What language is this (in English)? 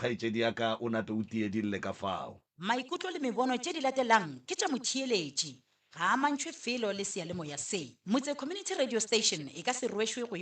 Northern Sotho